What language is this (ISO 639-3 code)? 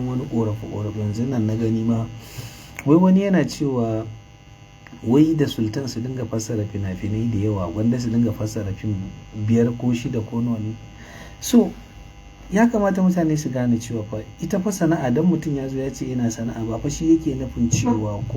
hau